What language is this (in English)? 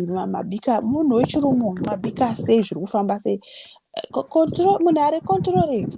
Shona